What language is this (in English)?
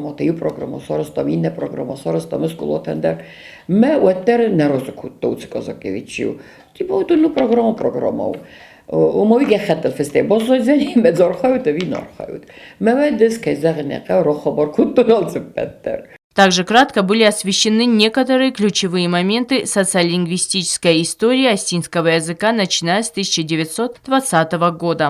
Ossetic